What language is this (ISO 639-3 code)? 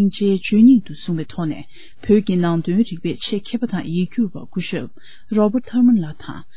bod